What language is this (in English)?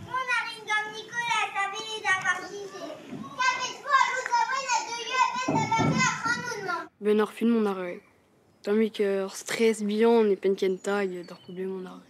Breton